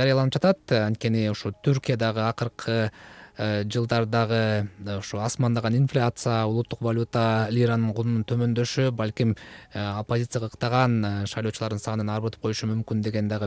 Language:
Kyrgyz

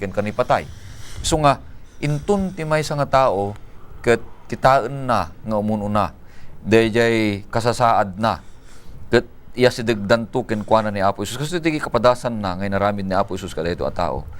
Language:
Iloko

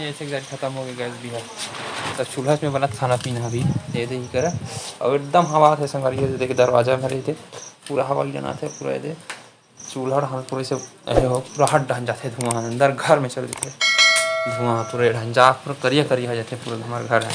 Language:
Chhattisgarhi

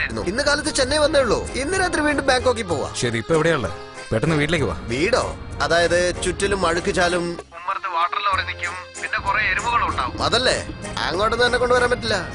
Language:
Malayalam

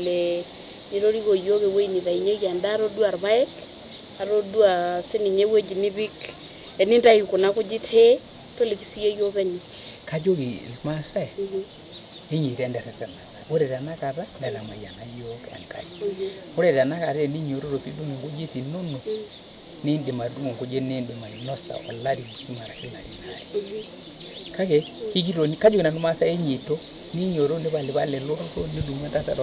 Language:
Masai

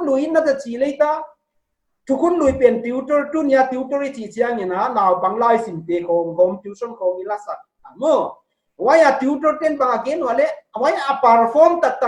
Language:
Paite Chin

